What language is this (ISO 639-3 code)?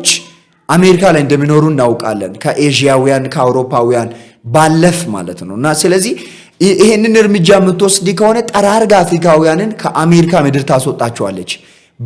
amh